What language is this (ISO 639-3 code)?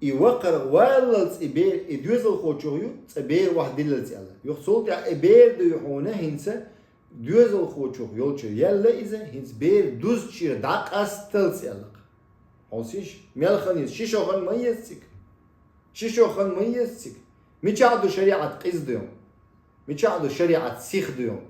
che